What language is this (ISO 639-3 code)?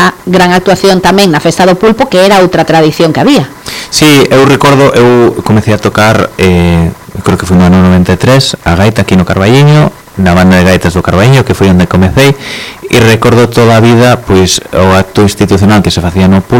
glg